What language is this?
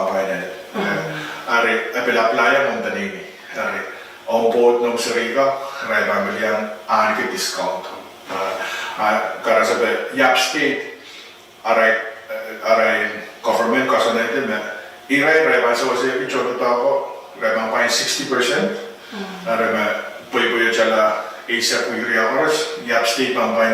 Pohnpeian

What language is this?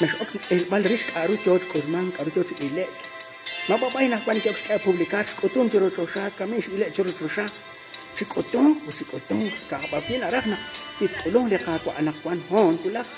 Kekchí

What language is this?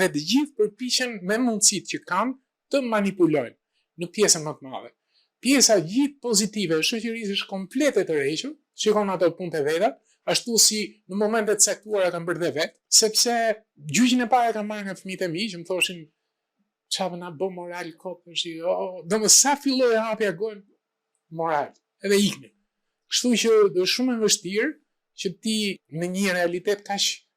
Albanian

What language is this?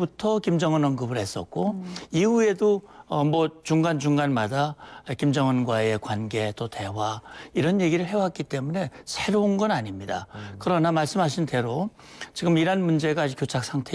Korean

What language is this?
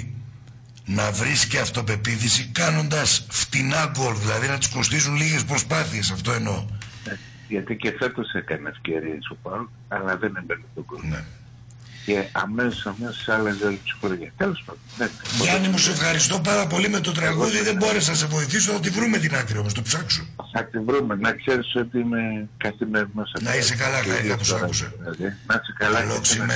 Greek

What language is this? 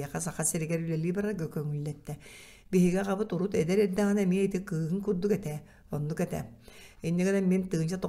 Yakut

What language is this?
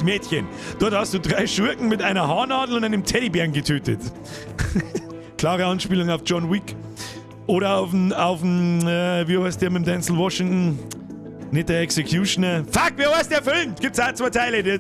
Bavarian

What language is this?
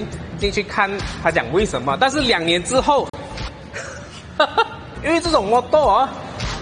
Chinese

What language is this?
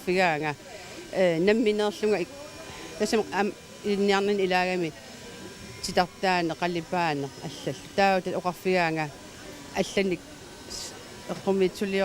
Kalaallisut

